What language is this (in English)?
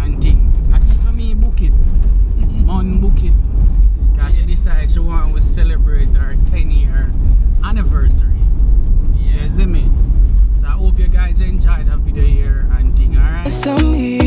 Jamaican Creole English